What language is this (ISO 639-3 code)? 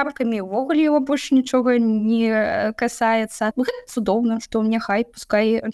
bel